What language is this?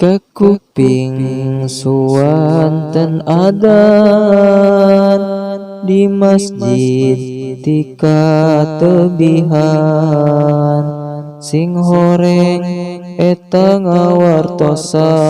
Sundanese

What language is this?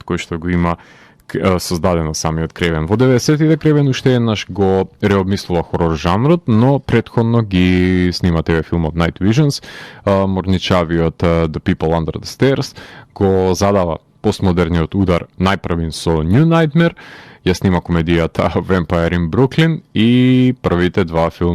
Macedonian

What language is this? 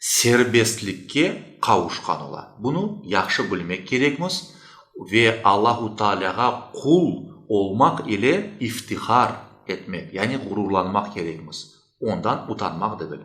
Crimean Tatar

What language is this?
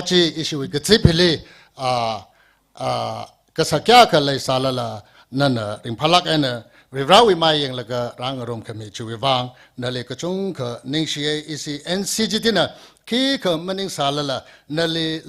Tangkhul Naga (India)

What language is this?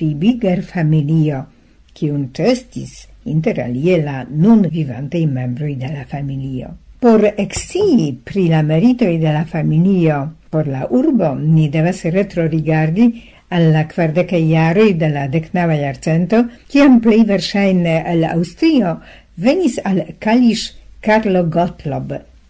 Esperanto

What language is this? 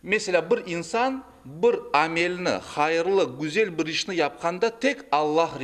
Crimean Tatar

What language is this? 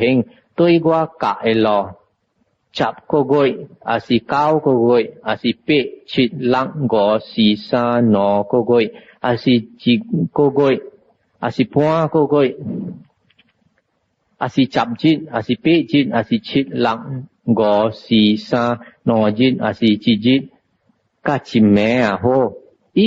Min Nan Chinese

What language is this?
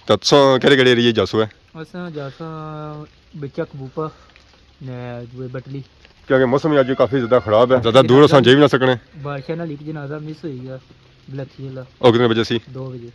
Pahari-Potwari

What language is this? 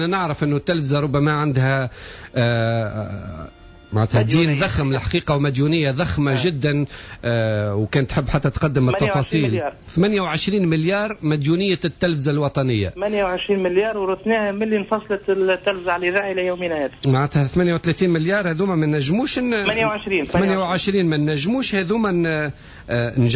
Tunisian Arabic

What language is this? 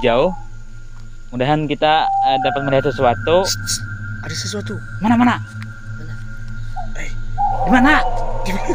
Banjar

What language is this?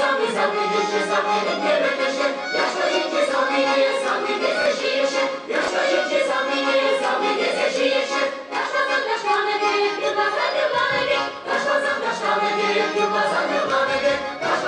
Chuvash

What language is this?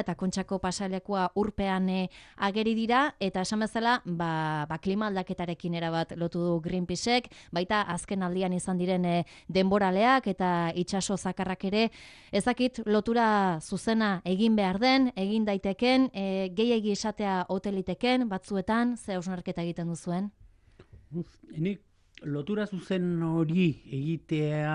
Basque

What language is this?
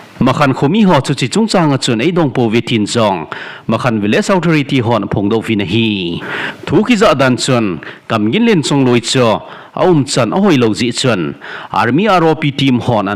Thado Chin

